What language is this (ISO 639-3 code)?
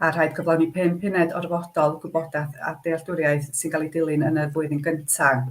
cym